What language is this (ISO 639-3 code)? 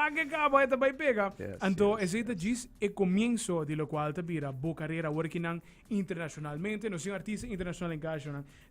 pap